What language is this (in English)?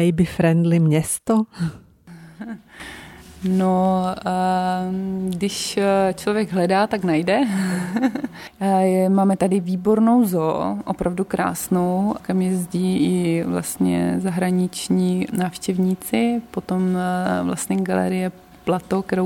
Czech